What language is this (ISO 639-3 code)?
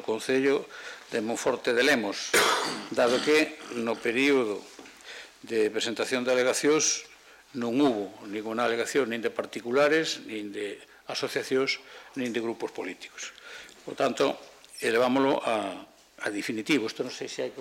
glg